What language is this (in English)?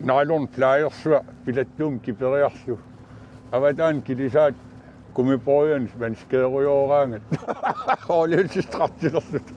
Kalaallisut